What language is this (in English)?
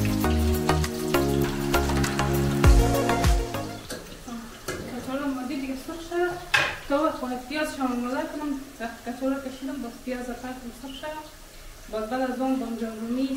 Persian